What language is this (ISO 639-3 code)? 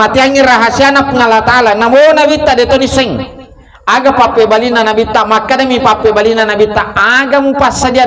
bug